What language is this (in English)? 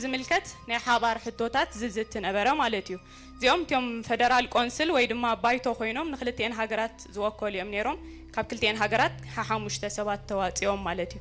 Tigrinya